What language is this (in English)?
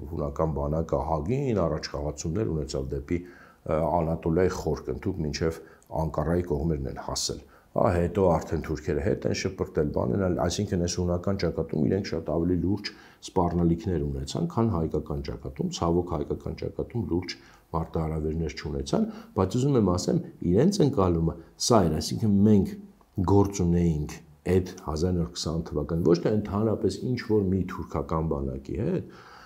Armenian